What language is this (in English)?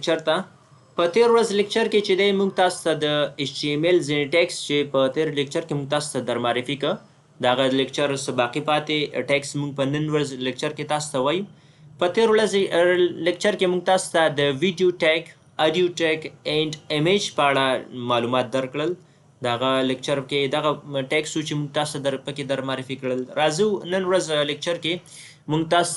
Pashto